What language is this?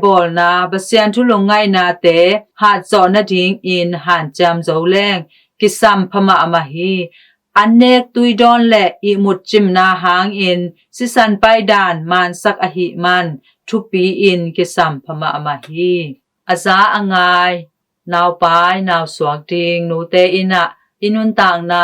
Tedim Chin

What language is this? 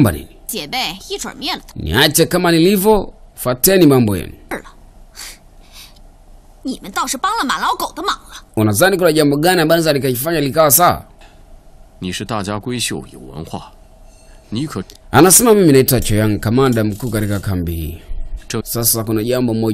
Swahili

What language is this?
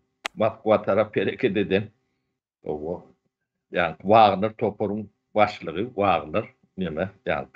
Turkmen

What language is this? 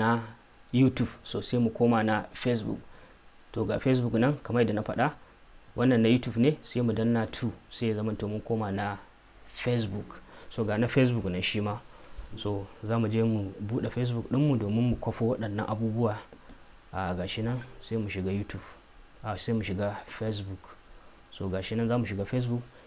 Hausa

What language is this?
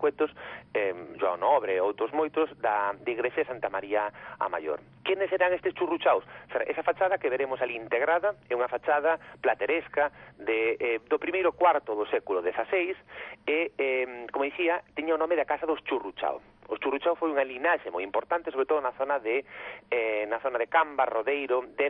Galician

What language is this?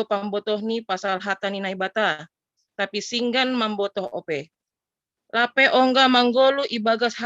Batak Simalungun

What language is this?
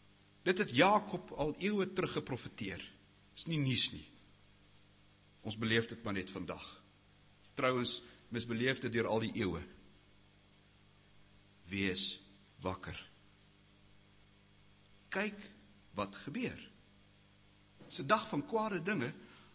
Afrikaans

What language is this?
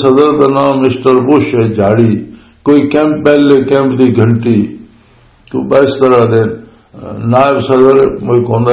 Western Panjabi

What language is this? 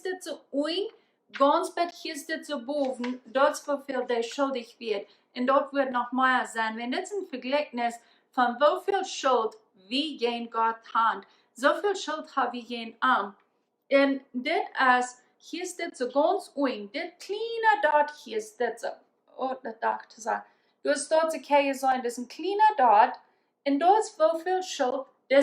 Plautdietsch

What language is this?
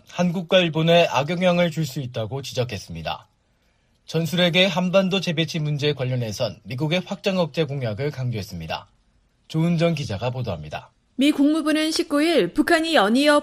Korean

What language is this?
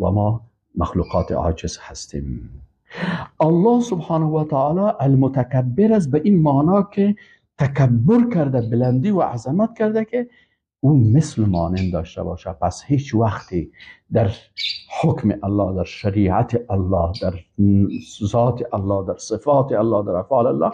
Persian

